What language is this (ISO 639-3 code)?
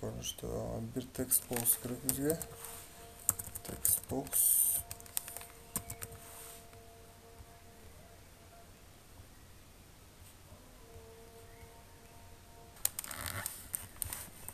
kaz